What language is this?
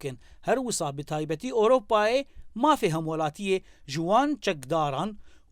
Kurdish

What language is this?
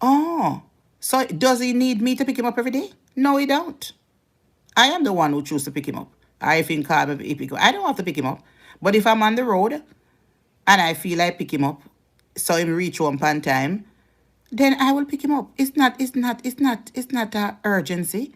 Jamaican Creole English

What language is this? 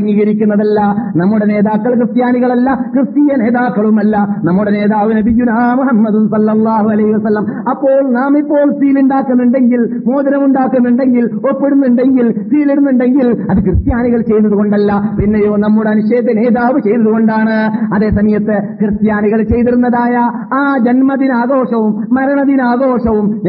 Malayalam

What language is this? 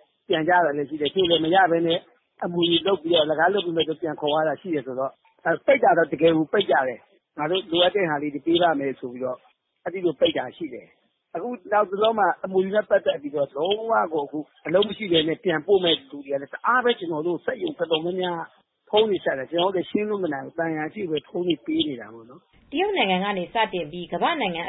Burmese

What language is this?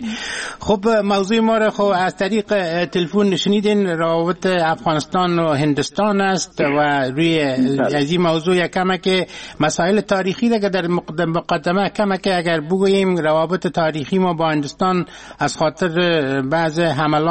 Persian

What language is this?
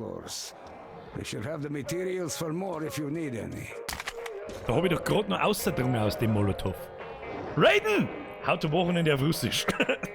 Bavarian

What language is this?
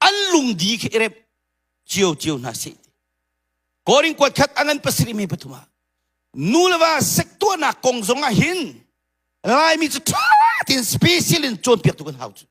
Hakha Chin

